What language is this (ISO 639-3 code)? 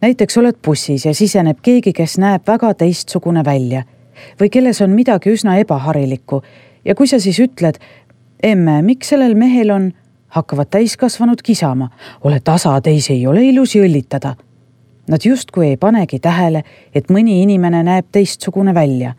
est